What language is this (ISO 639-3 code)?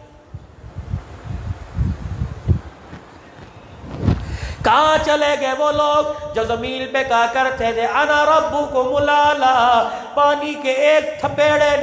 urd